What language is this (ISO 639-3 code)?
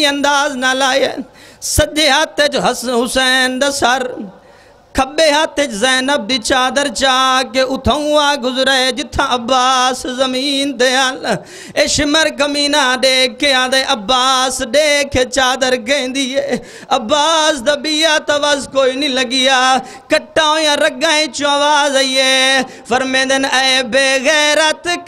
skr